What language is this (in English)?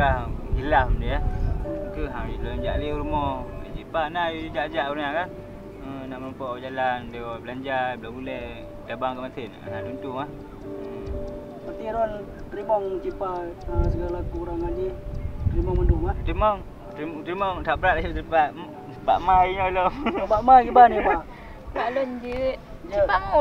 Achinese